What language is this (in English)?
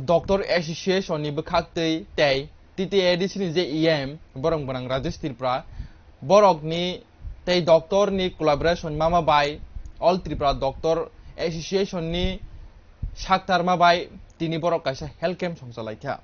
Kok Borok